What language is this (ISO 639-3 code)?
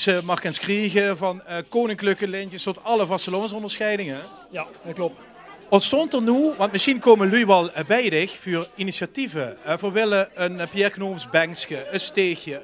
lim